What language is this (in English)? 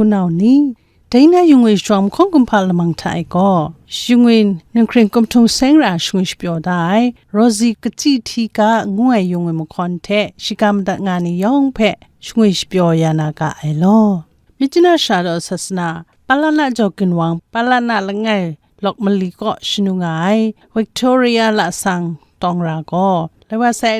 Kachin